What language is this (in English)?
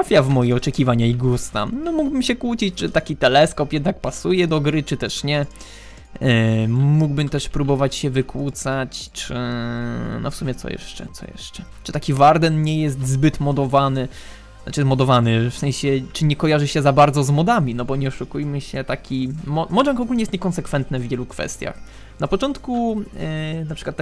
Polish